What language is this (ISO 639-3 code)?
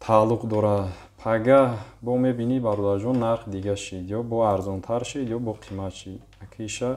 tgk